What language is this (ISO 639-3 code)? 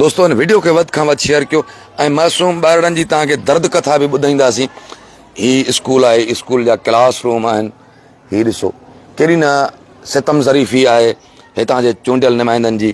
snd